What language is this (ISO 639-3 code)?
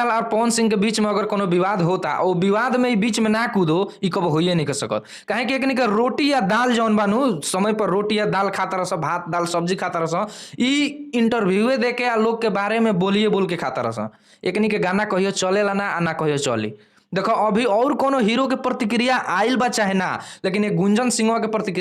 bho